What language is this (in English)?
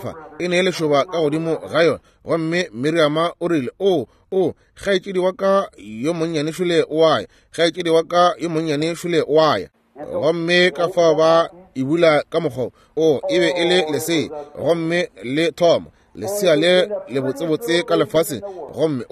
Northern Sotho